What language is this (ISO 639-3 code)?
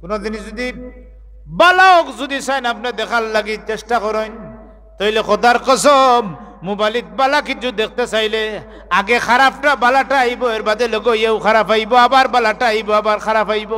syl